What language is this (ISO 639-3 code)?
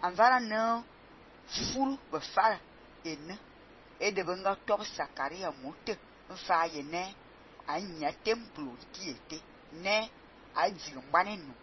fan